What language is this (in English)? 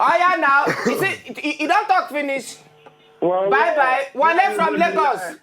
Nigerian Pidgin